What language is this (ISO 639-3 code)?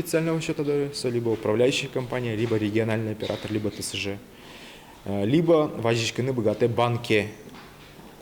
udm